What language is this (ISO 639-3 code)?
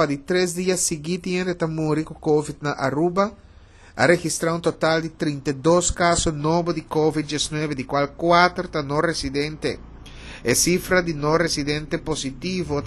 pap